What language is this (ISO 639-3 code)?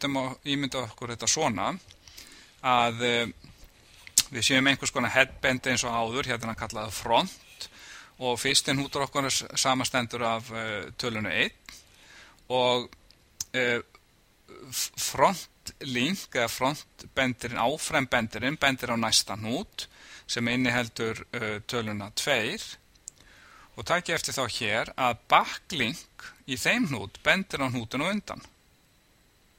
isl